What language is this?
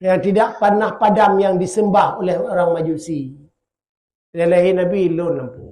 Achinese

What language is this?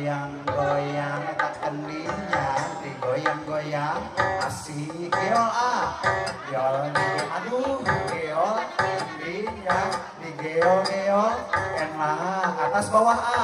Sundanese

